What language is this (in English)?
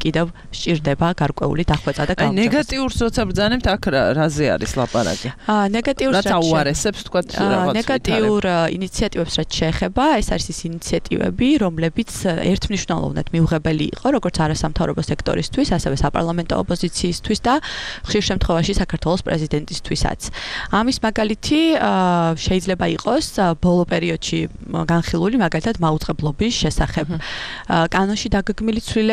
Georgian